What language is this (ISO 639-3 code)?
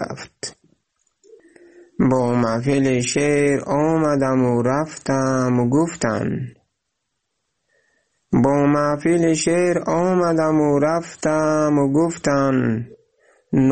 fas